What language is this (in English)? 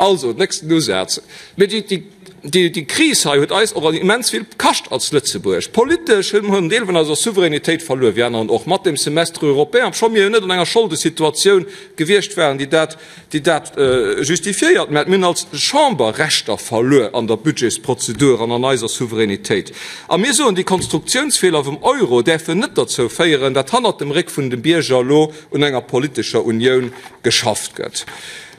Luxembourgish